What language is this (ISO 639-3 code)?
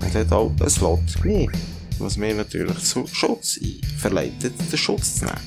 gsw